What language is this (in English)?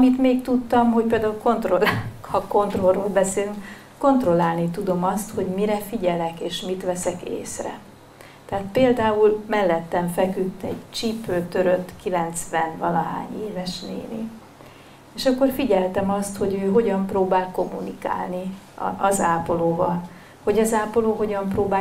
Hungarian